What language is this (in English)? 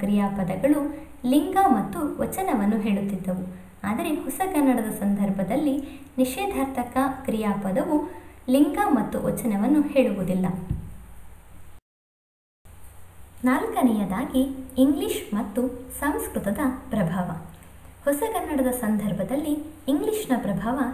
Kannada